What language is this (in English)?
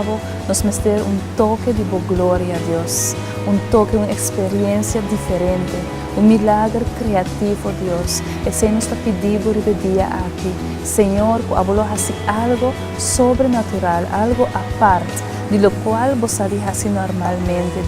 Papiamento